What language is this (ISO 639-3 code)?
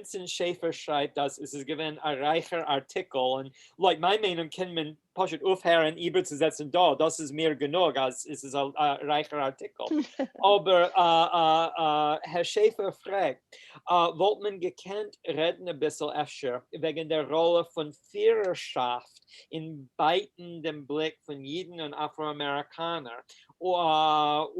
yid